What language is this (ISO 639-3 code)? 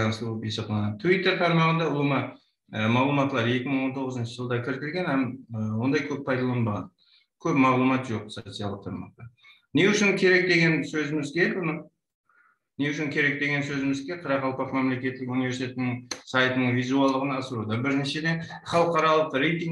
kaa